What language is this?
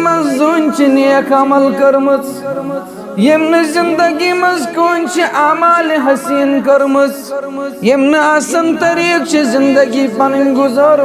Kashmiri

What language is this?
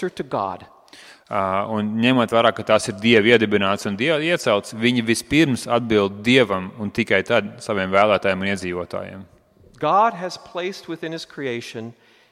Latvian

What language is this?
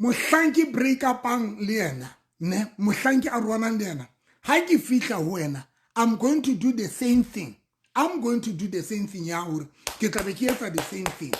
Southern Sotho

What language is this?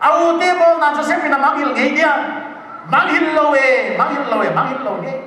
Paite Chin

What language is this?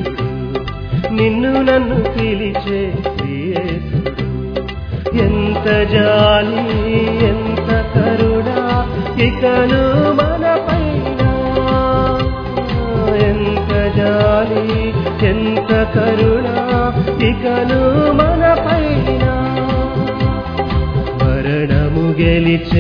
Telugu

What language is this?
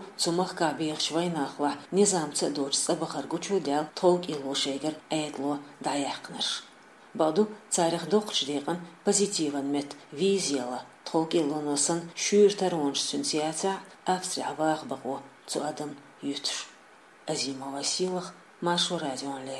Chechen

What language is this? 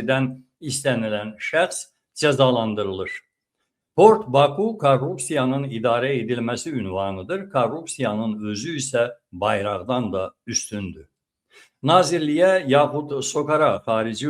Azerbaijani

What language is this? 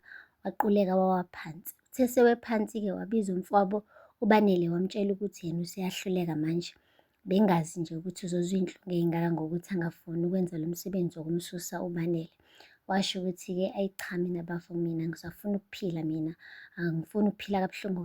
Zulu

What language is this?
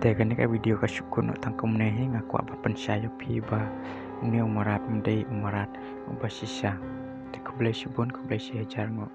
Khasi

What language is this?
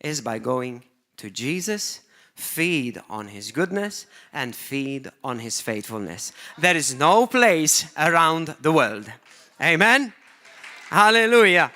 English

